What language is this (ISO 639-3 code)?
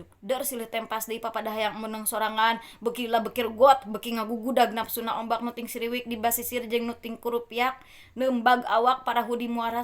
sun